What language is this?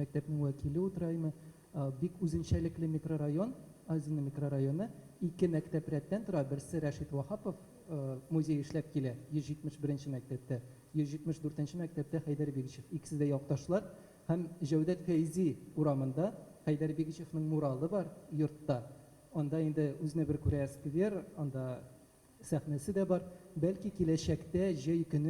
Tatar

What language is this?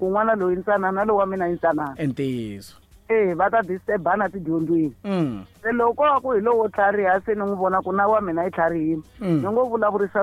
Tsonga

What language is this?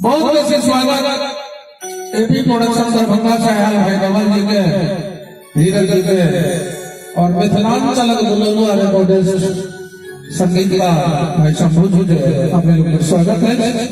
Maithili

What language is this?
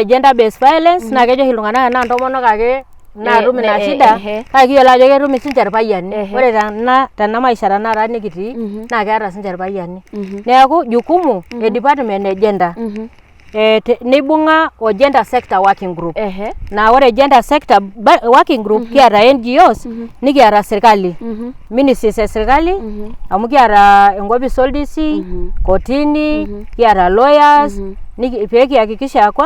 Masai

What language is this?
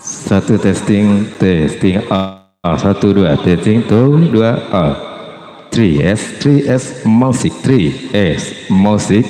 Betawi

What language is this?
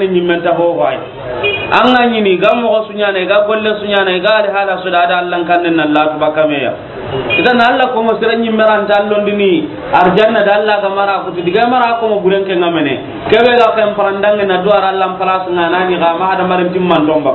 Soninke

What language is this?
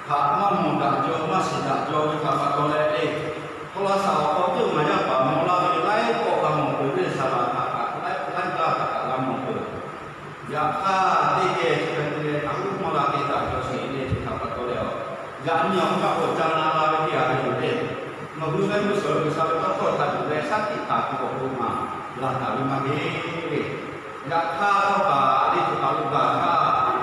Lahu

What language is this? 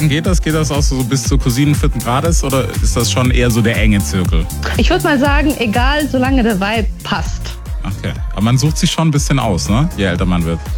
German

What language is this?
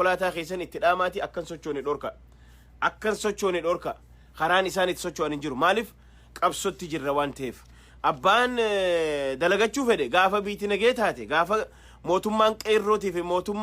Oromo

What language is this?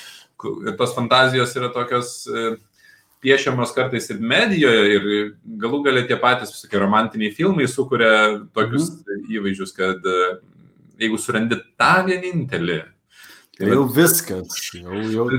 Lithuanian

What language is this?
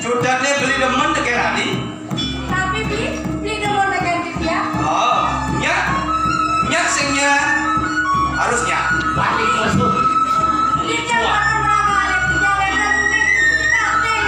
Balinese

